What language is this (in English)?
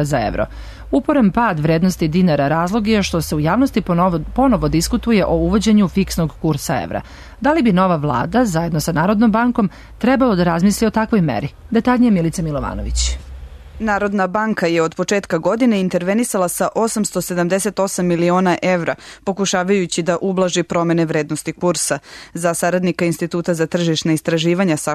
Serbian